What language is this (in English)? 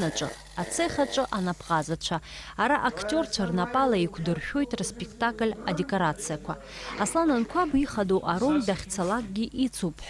Abkhazian